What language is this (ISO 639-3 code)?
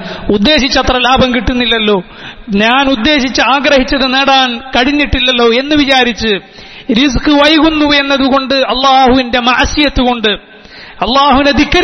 mal